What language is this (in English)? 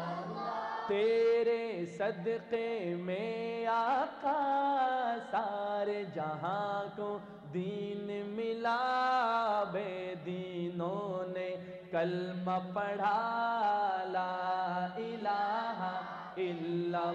Urdu